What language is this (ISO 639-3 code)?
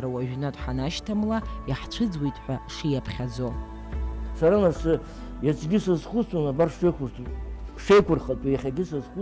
abk